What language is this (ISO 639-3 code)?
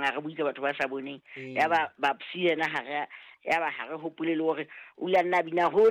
sot